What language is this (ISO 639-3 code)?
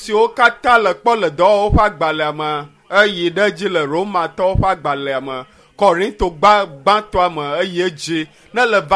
ewe